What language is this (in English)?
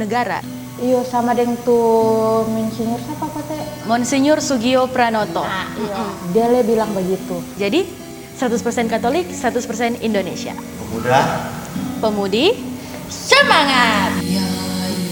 Manado Malay